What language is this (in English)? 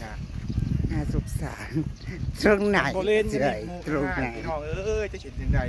Northeastern Thai